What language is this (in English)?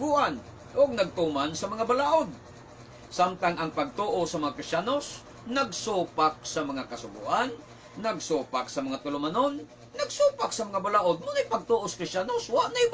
Cebuano